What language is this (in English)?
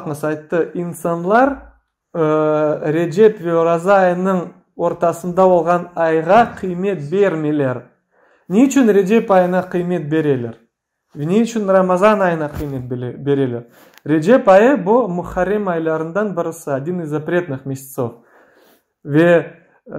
Crimean Tatar